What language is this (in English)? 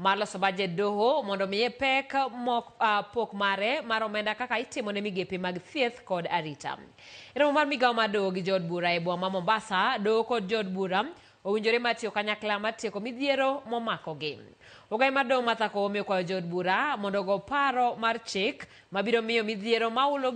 Luo (Kenya and Tanzania)